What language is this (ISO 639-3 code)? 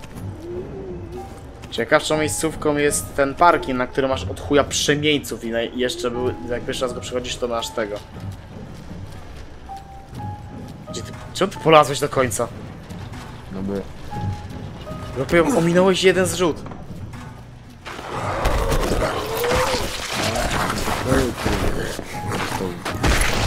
pol